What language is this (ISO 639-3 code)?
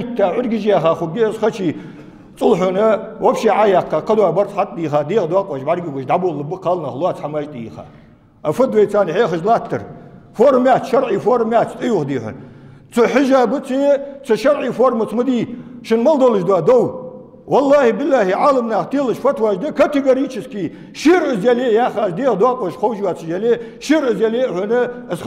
inh